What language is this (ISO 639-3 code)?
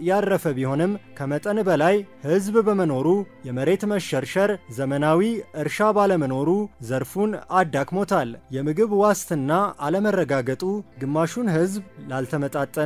amh